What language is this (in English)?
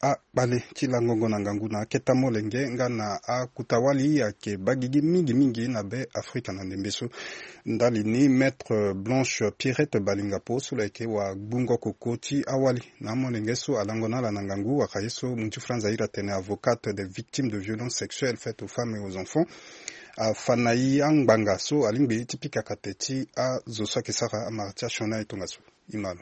Sango